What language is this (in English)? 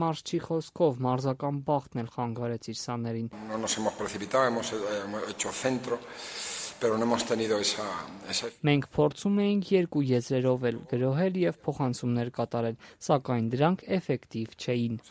Armenian